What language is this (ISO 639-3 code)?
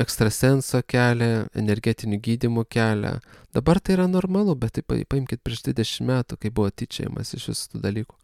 lit